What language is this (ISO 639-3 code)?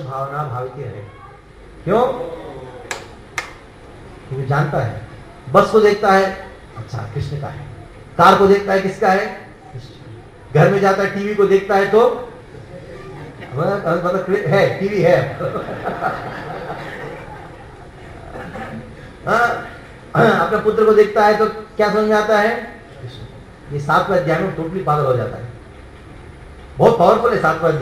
hin